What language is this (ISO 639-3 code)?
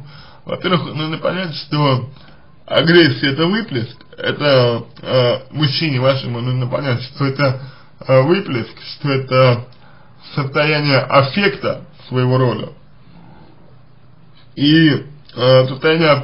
rus